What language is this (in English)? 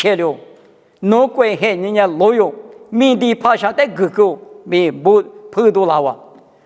Lisu